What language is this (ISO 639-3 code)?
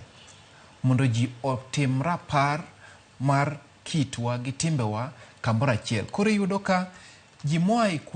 luo